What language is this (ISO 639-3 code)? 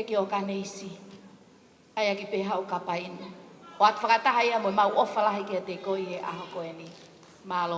ton